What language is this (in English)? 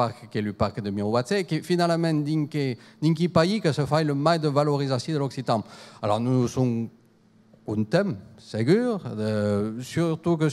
Occitan